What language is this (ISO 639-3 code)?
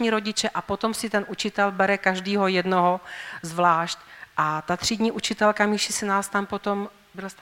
ces